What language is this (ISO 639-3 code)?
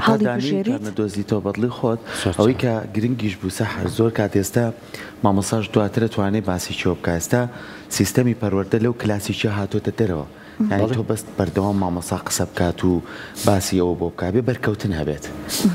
ckb